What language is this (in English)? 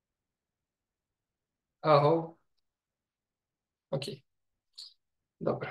Ukrainian